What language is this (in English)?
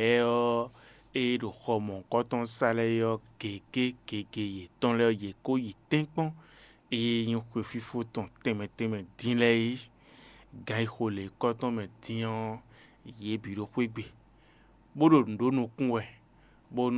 Fon